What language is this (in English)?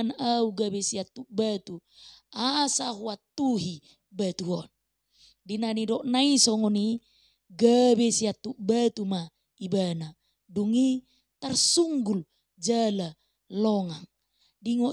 Batak Toba